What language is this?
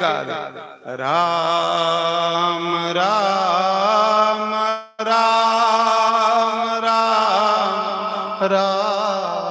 Dogri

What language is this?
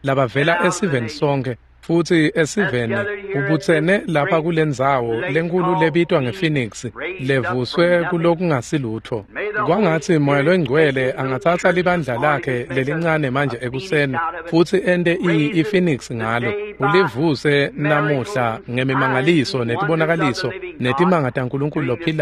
Swati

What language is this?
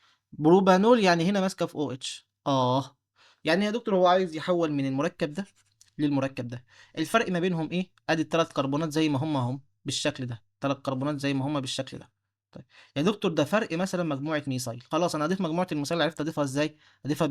Egyptian Arabic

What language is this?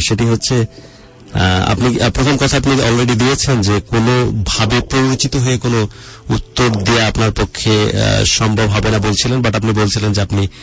Bangla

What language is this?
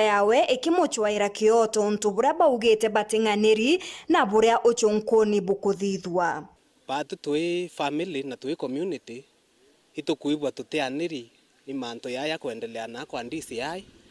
Meru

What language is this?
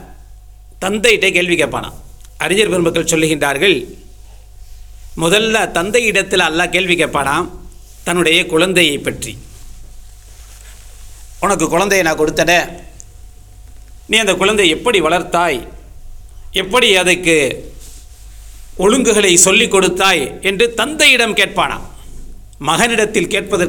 Tamil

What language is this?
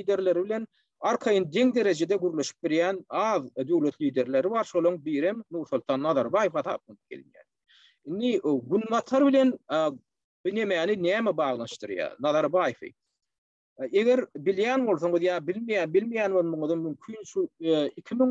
Turkmen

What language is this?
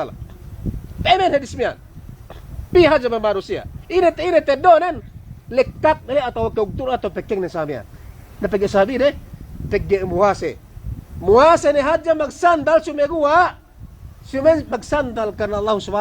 Yakan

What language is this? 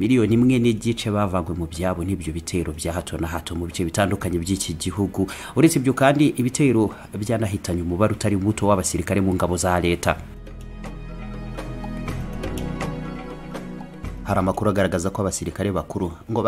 Kinyarwanda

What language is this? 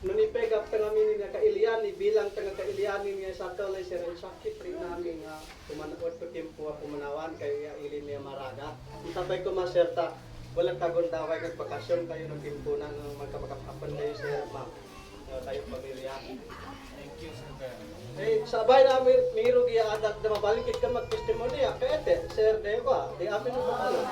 Isnag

